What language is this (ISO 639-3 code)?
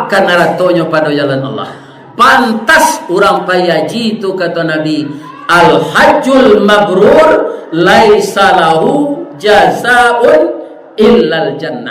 min